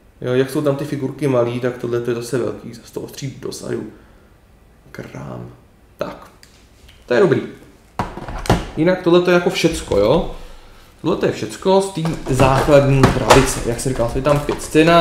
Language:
Czech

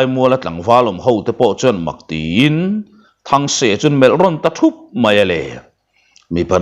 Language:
Mizo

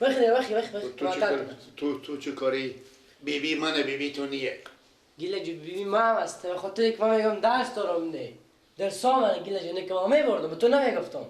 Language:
Persian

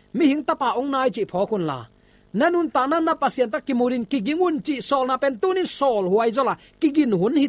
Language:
Tedim Chin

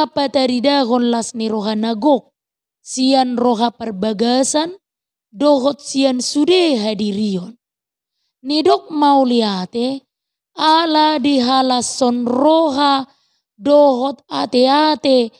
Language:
Batak Toba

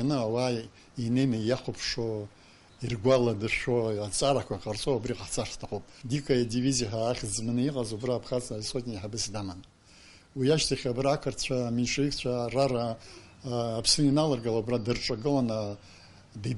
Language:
Abkhazian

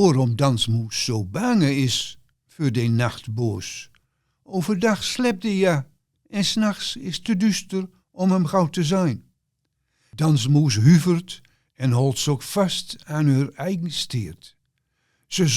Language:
Gronings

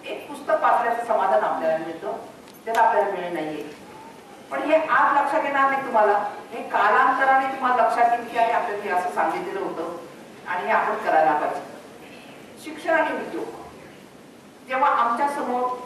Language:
Marathi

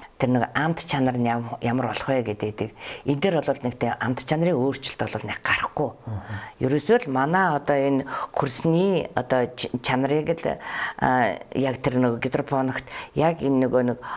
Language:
Mongolian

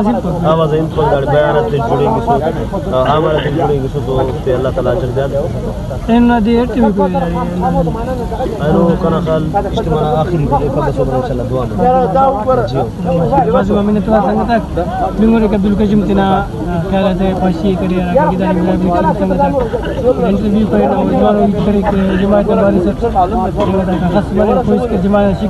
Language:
Brahui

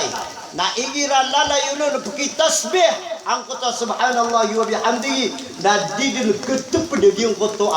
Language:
Maranao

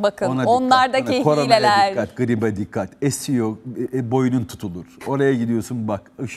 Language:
Turkish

